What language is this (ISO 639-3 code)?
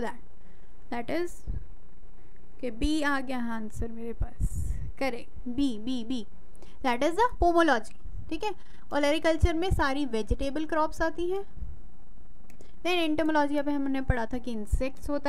hin